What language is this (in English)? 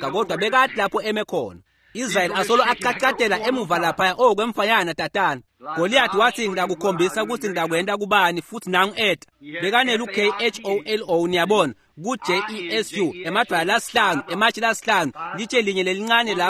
Swati